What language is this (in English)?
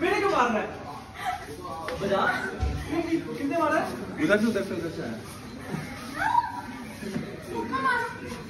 Hindi